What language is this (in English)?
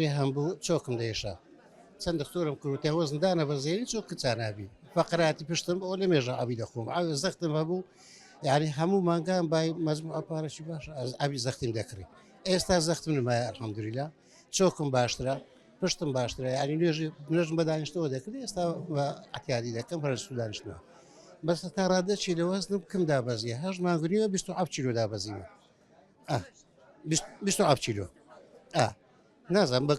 Central Kurdish